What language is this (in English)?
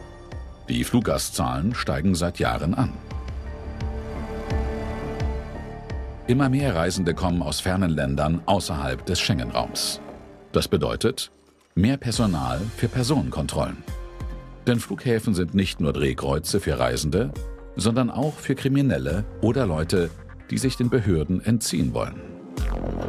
German